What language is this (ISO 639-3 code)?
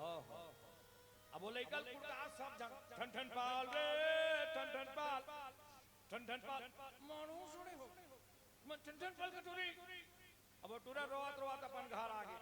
hne